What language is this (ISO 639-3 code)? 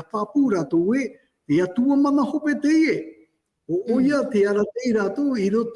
tah